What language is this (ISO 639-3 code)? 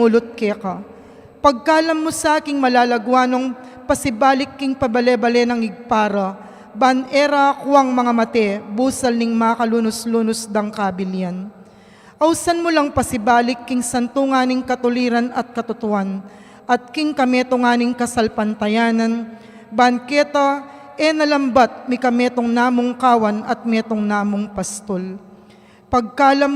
pam